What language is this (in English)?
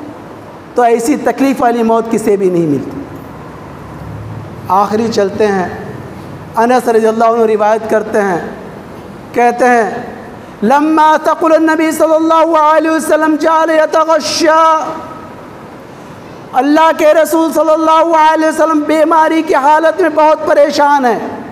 Urdu